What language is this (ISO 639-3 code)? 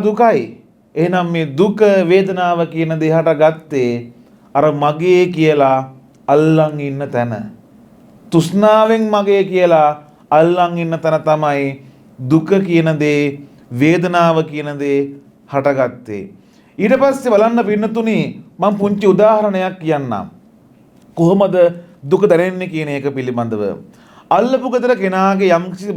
sin